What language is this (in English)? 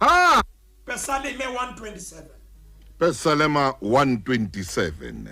Southern Sotho